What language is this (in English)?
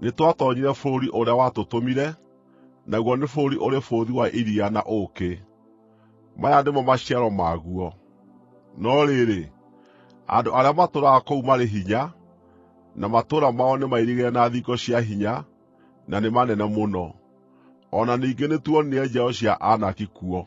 Kikuyu